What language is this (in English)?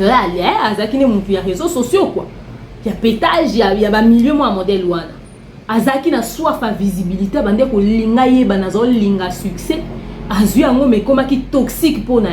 Lingala